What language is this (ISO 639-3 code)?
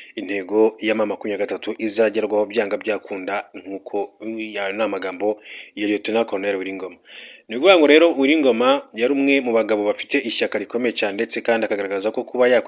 kin